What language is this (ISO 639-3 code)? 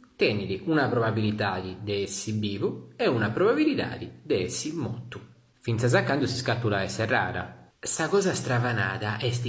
srd